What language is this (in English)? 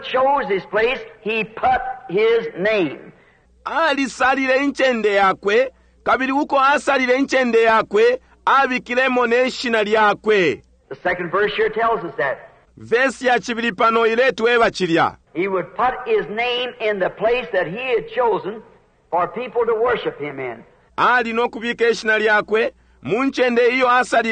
Bemba